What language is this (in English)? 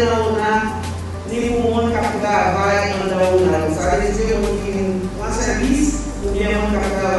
Haitian Creole